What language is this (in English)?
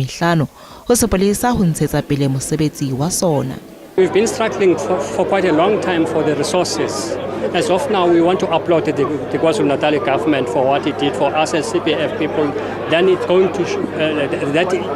Southern Sotho